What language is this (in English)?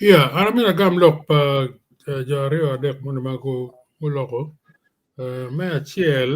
Acoli